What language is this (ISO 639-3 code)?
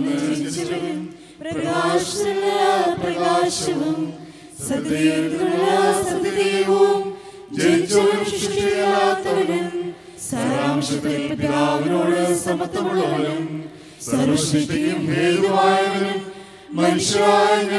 mal